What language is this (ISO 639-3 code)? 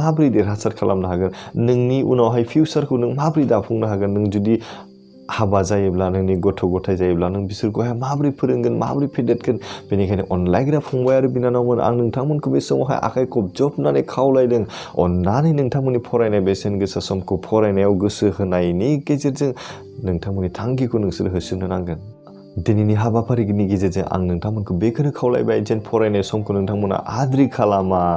brx